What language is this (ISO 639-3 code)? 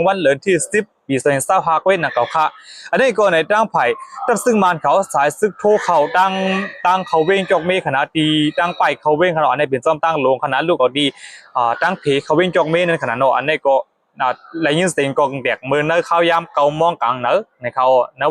shn